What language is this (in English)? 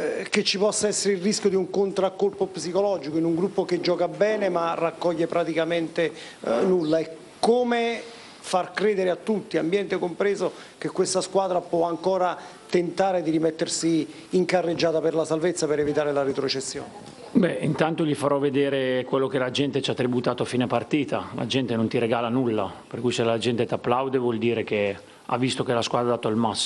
Italian